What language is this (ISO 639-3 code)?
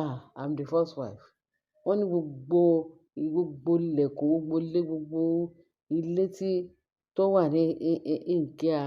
yor